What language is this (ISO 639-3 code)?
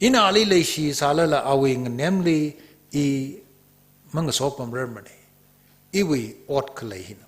nmf